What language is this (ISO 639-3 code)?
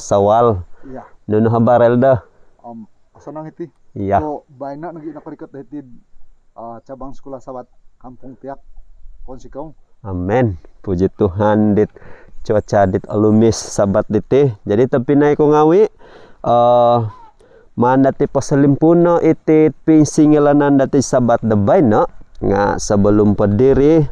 dtp